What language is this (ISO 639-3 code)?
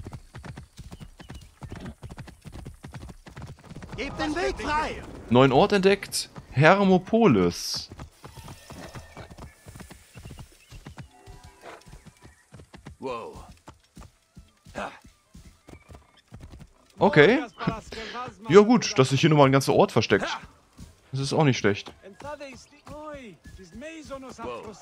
deu